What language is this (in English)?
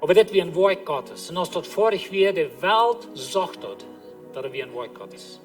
Plautdietsch